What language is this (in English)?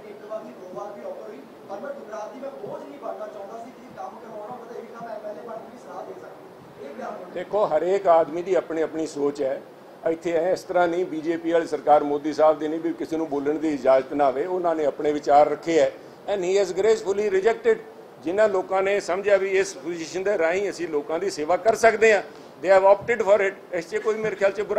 Punjabi